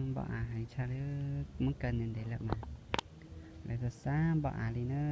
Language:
Hmong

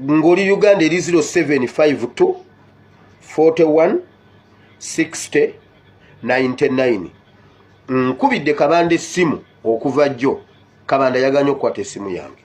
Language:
Ganda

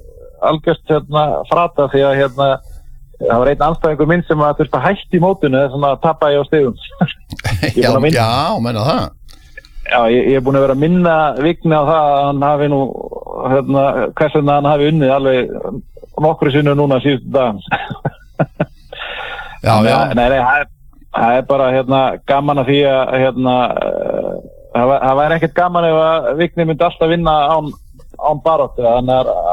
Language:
Icelandic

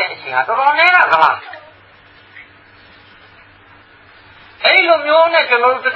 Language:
Burmese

